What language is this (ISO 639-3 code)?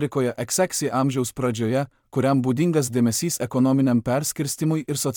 lit